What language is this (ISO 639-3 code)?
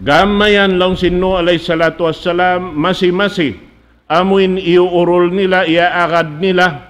tsg